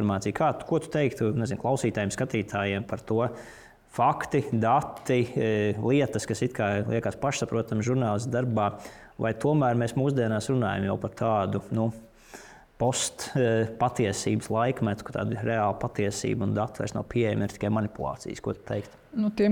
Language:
Latvian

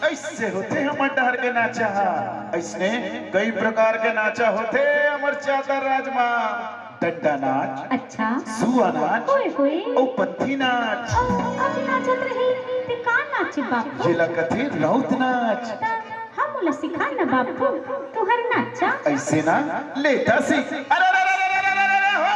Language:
Chhattisgarhi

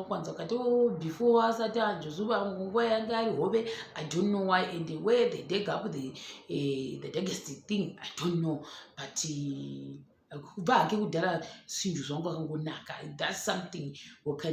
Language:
Shona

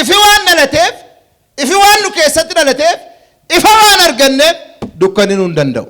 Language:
Oromo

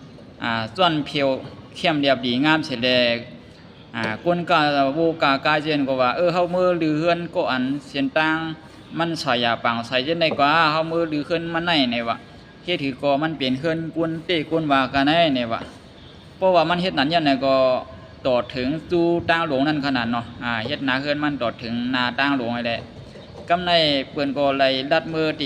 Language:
Shan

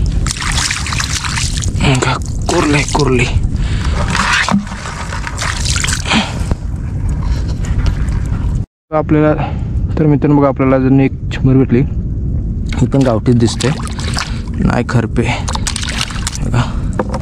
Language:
Marathi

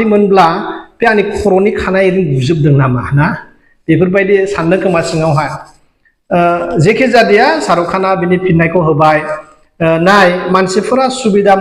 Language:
Bodo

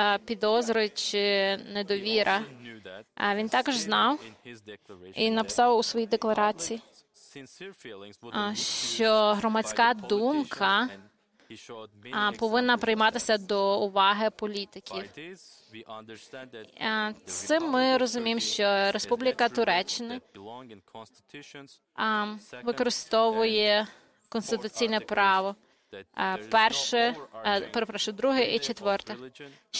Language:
Ukrainian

